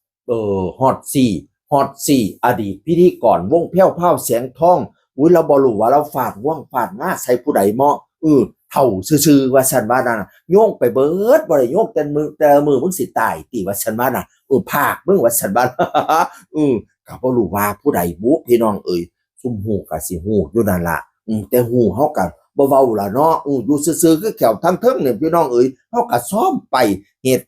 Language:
Northeastern Thai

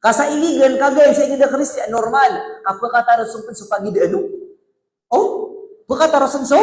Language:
Maranao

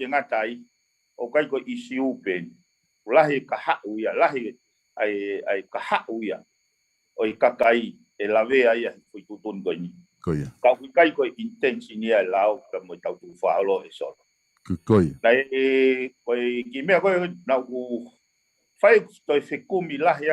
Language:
Tongan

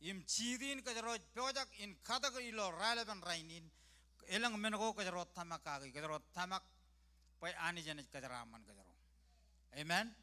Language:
Marshallese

